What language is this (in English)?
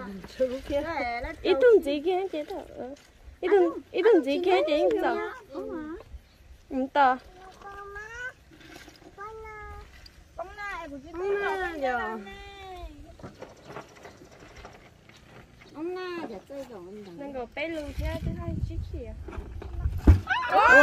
Vietnamese